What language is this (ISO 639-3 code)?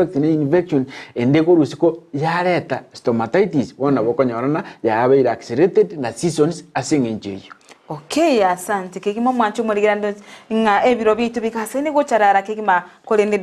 guz